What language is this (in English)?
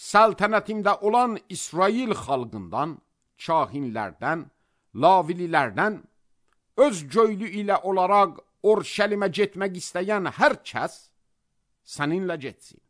Azerbaijani